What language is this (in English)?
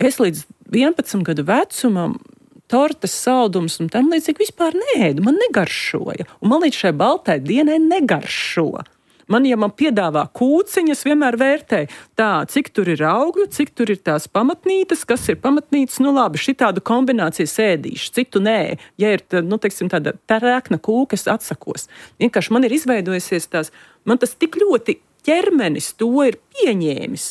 Latvian